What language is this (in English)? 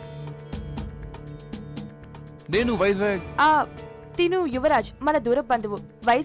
Telugu